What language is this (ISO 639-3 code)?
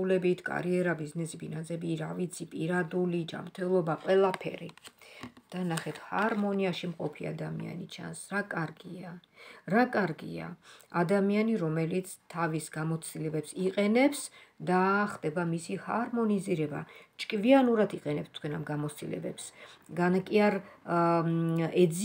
kat